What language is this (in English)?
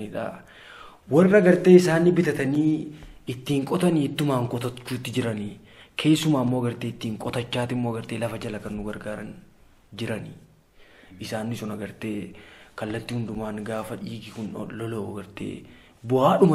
Oromo